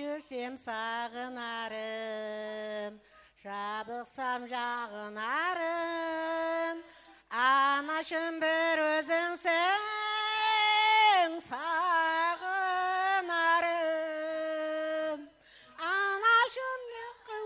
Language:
Kara-Kalpak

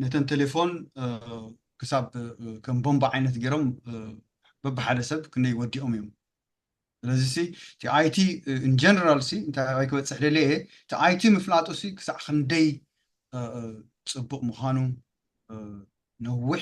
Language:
Tigrinya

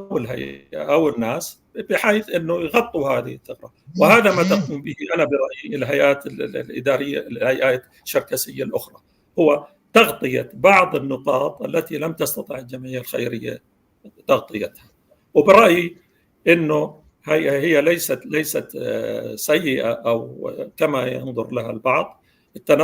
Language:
North Levantine Arabic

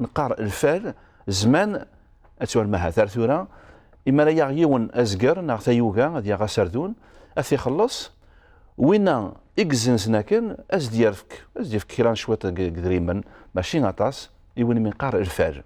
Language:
Kabyle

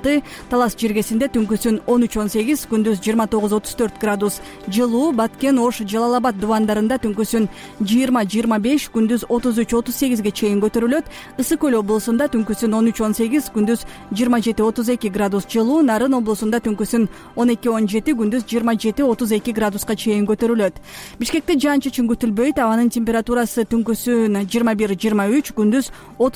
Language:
Kyrgyz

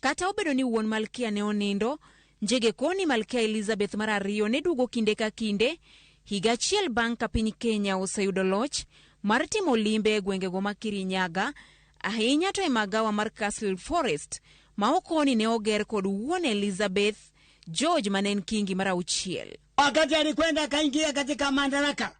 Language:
Luo (Kenya and Tanzania)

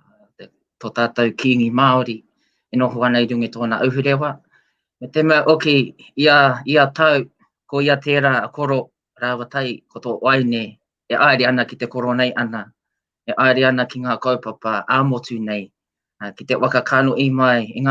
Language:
Māori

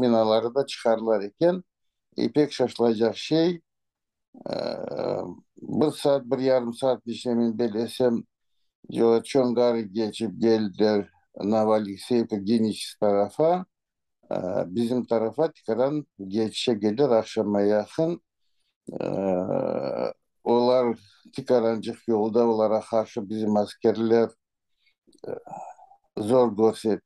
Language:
Crimean Tatar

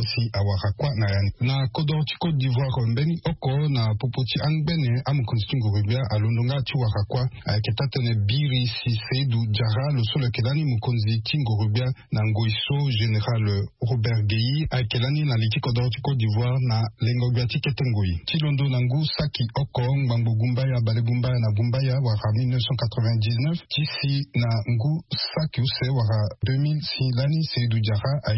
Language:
Sango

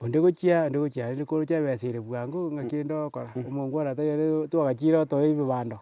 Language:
Gusii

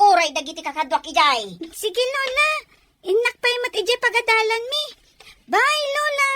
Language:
Iloko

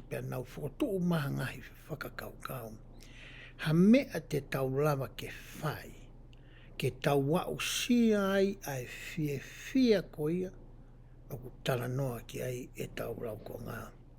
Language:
Tongan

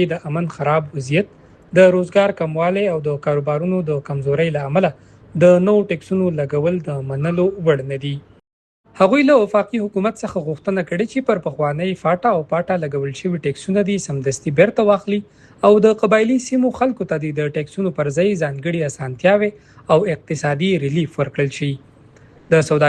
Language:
Pashto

